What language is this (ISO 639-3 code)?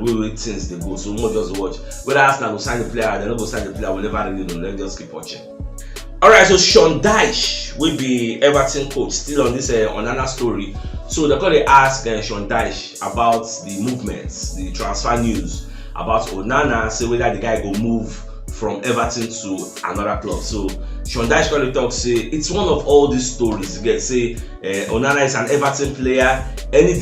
pcm